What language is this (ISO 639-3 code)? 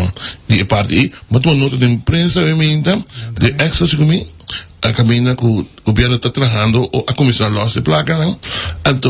pap